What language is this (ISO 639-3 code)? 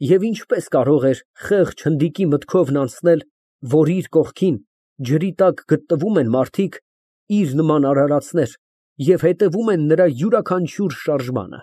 hye